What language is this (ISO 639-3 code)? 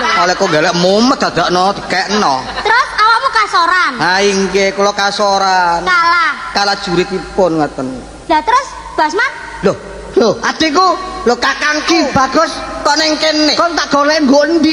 jav